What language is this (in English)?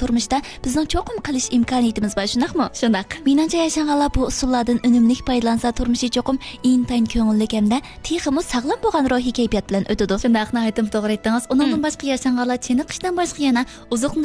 Uyghur